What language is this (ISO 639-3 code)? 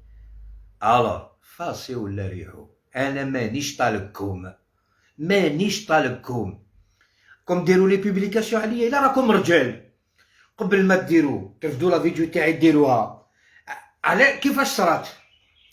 arq